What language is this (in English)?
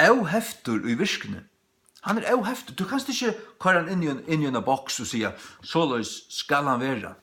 Faroese